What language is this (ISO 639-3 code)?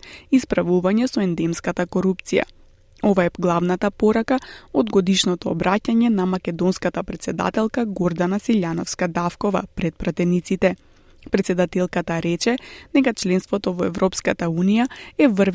mkd